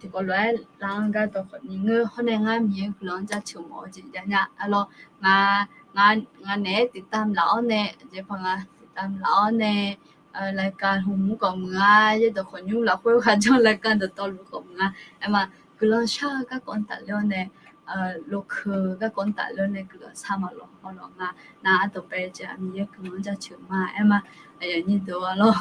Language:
Akha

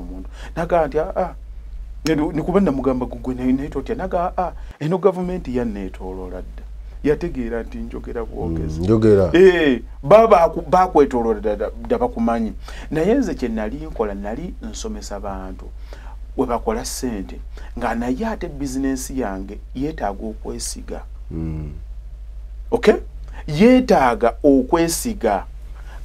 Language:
Ganda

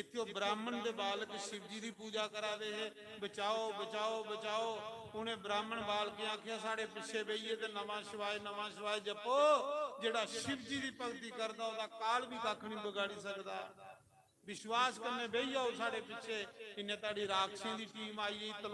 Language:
Dogri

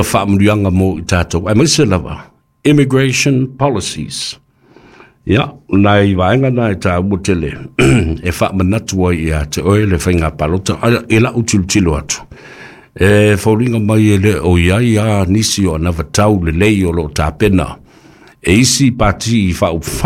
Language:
Samoan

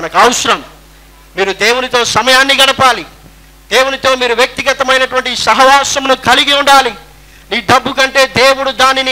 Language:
Telugu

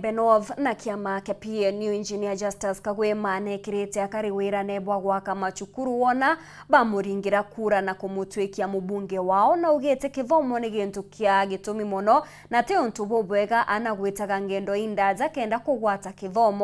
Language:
Meru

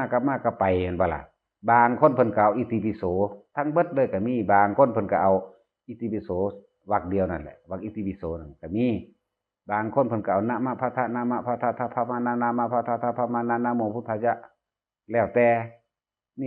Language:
Northeastern Thai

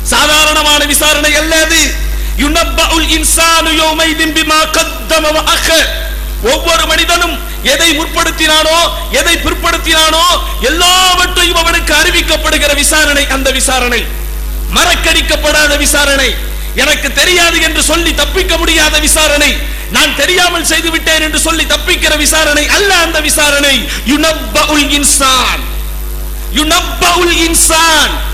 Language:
Tamil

